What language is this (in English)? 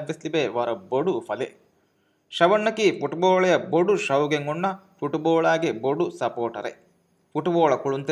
Divehi